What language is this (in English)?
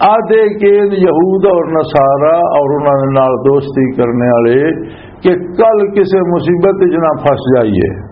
Western Panjabi